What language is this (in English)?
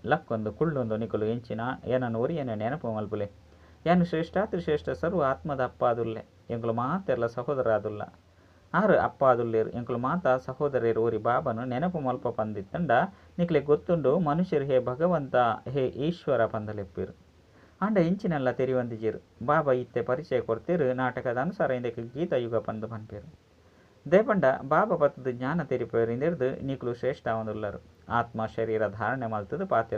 Tulu